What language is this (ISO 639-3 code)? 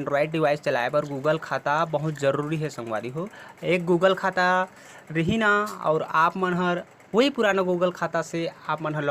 hne